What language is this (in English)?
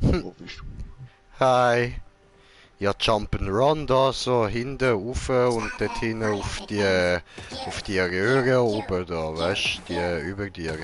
Swiss German